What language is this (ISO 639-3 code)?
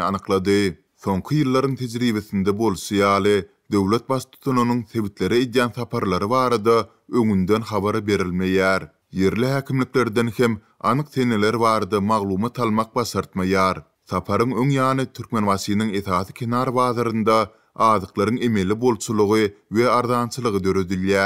tuk